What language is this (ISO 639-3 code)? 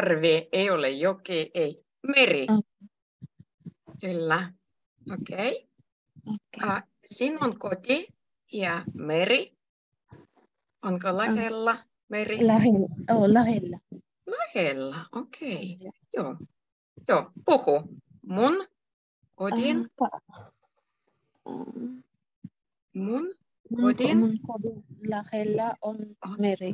fin